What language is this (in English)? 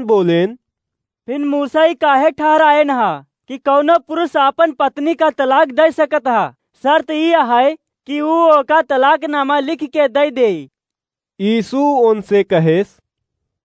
Awadhi